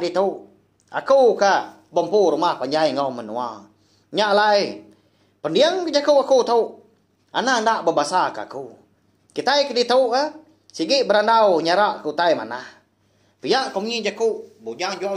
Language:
Iban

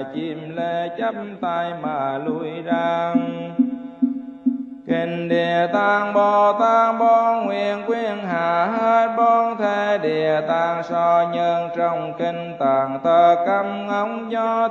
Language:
Vietnamese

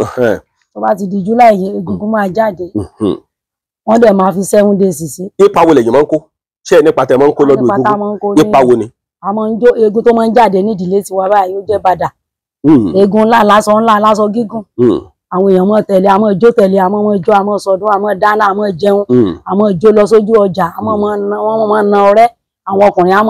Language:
Yoruba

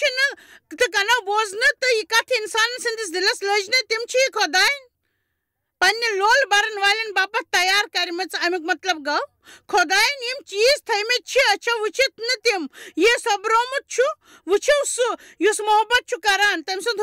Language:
Kashmiri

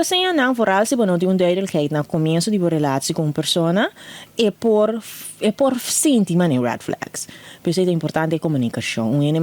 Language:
Papiamento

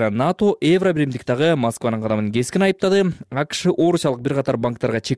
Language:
Kyrgyz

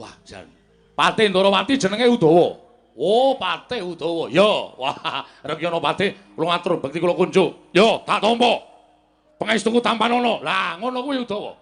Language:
Javanese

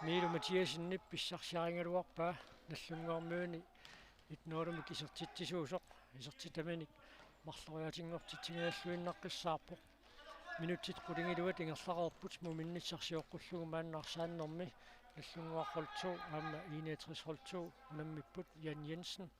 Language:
Kalaallisut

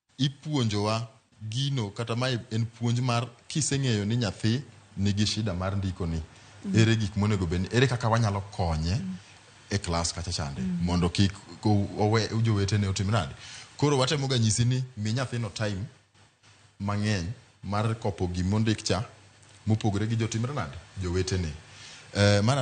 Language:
Luo (Kenya and Tanzania)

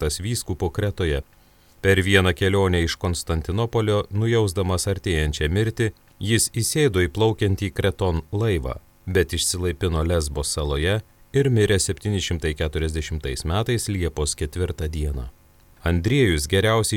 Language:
Lithuanian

